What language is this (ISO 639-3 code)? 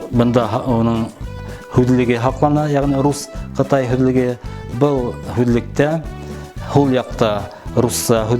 bak